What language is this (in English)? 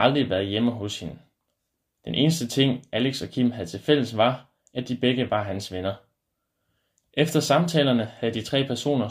Danish